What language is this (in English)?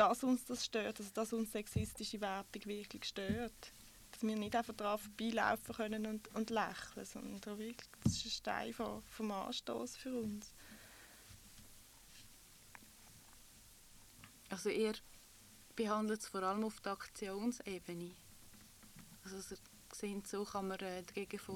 German